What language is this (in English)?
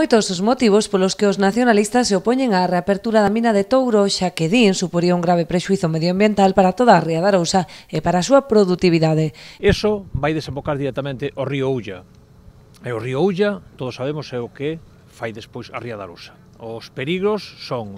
Galician